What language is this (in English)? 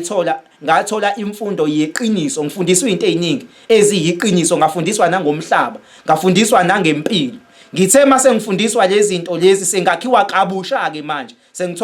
Zulu